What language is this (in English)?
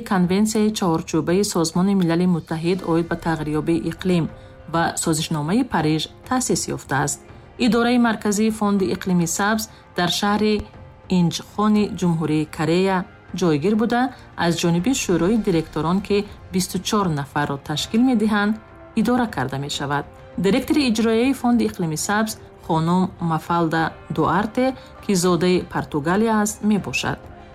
Tajik